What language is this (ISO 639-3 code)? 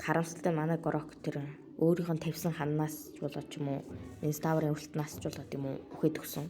mon